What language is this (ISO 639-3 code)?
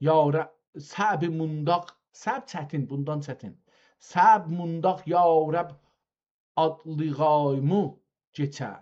azb